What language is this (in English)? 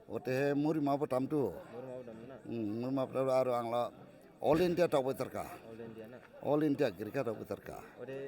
Dimasa